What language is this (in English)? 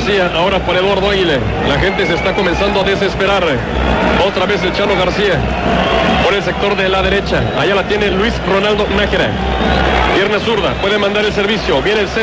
Spanish